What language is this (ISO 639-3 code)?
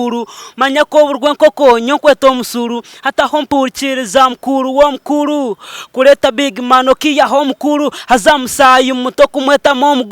nyn